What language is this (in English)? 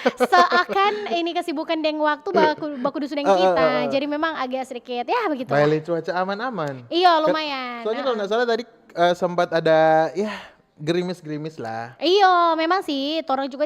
Manado Malay